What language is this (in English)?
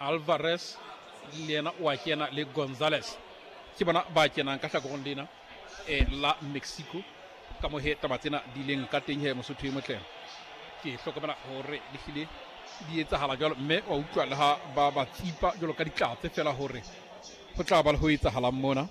Southern Sotho